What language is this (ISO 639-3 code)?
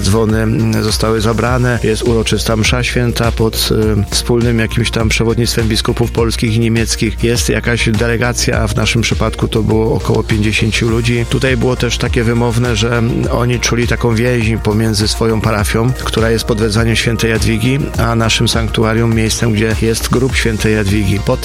pol